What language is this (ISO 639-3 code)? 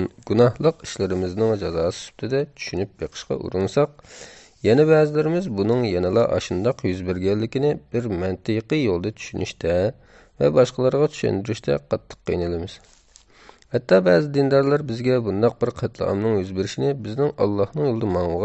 uig